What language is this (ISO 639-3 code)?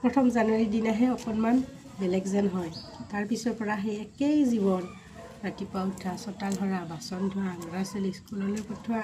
asm